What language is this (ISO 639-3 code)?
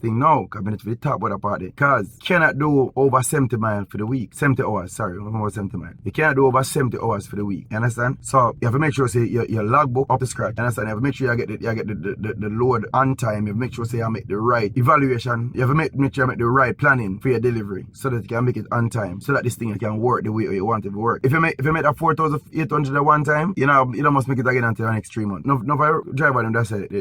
jam